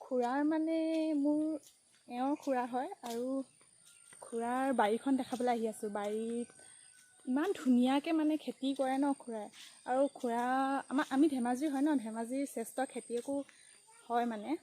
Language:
Assamese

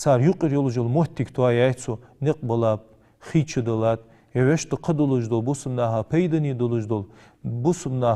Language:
Ingush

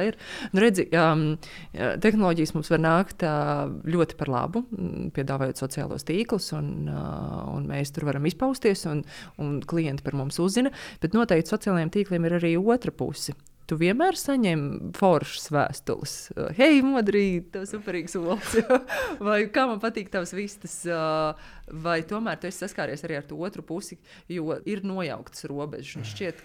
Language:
Latvian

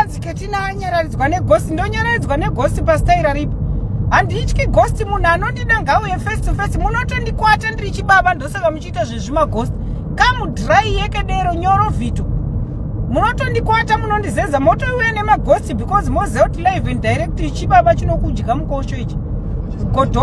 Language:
Shona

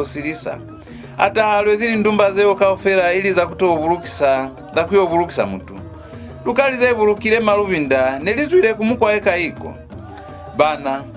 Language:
Lozi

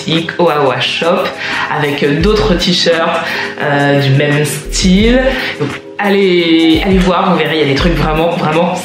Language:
French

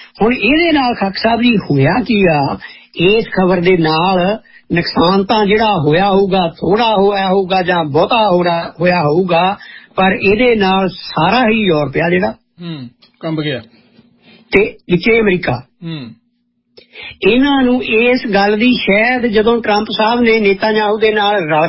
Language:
Punjabi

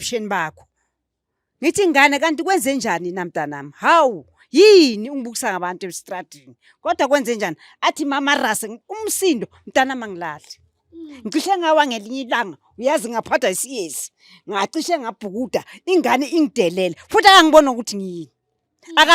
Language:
Zulu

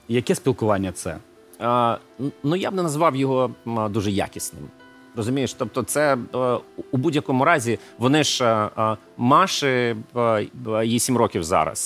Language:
Ukrainian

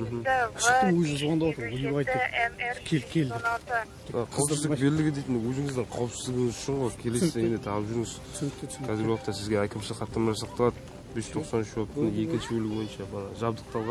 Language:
Kazakh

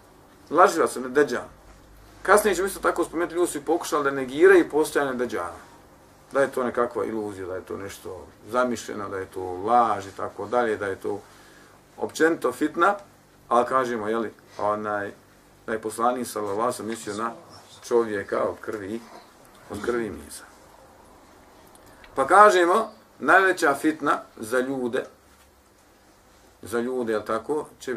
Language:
Bosnian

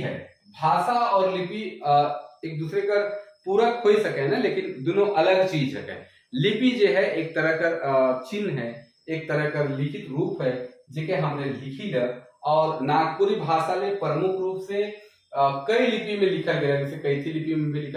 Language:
Sadri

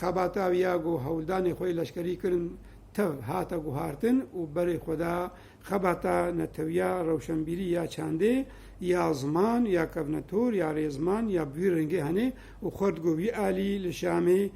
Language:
Kurdish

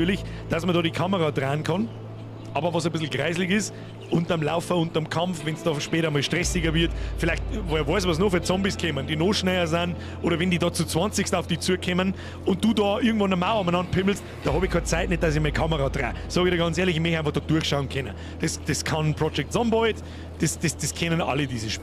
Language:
Bavarian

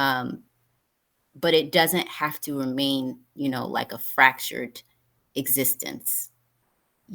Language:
English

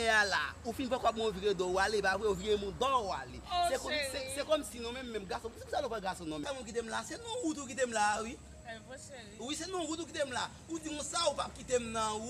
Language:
Haitian Creole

